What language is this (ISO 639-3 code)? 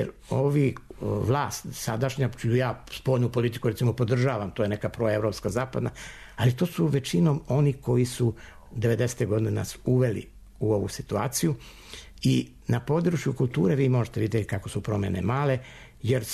srp